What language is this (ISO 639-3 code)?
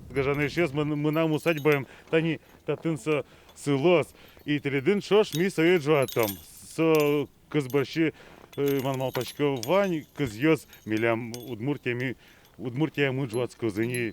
udm